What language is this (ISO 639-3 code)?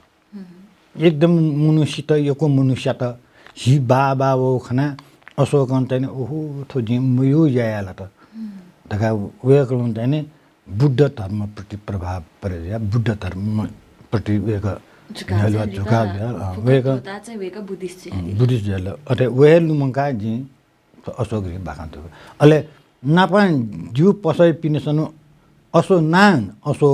new